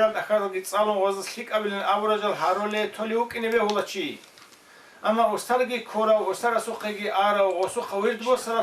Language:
Avaric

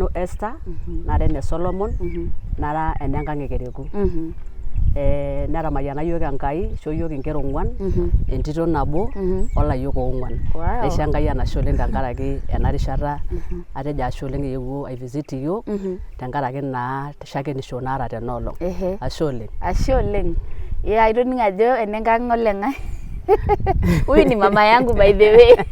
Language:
Masai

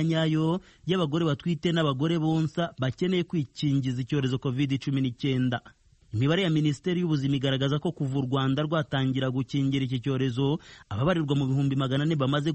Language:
Kinyarwanda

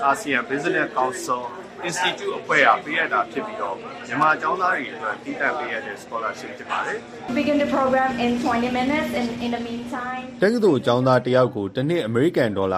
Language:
Burmese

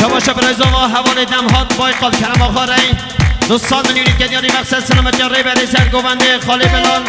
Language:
Kurdish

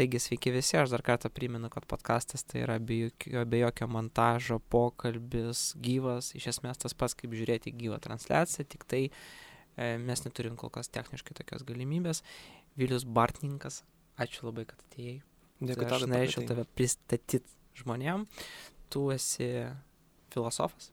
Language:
Lithuanian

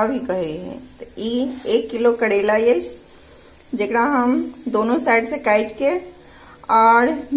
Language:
Maithili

